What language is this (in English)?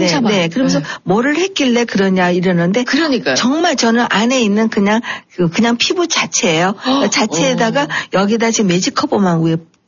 Korean